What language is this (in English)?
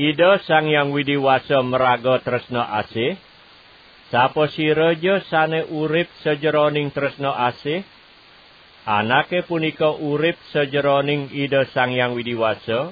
Balinese